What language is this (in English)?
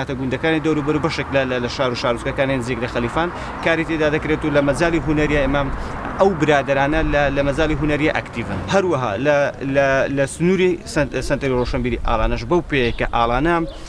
Central Kurdish